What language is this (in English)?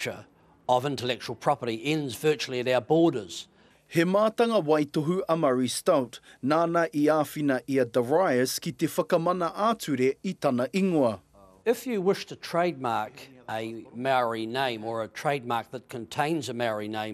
Māori